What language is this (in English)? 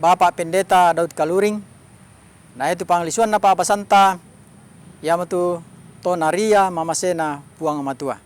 Toraja-Sa'dan